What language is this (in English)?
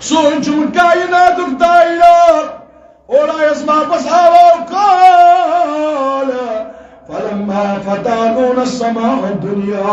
Kashmiri